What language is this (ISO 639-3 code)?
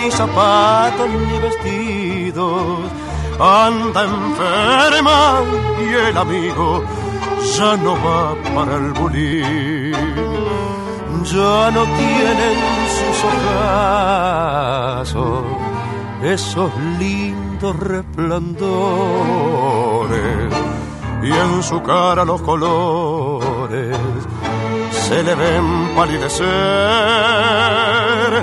spa